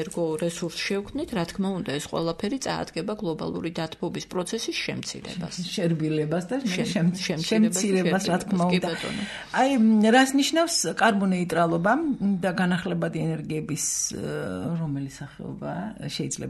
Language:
Georgian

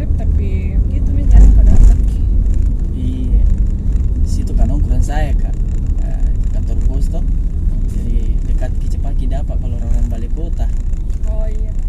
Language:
Makassar Malay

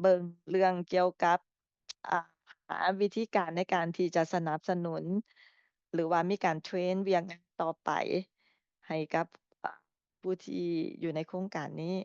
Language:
Lao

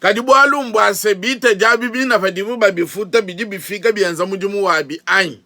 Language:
Luba-Lulua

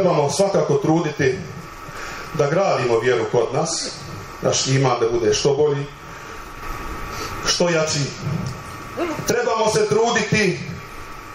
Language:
Bosnian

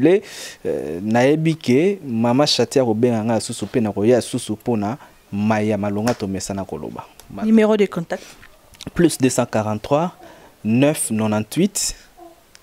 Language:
Lingala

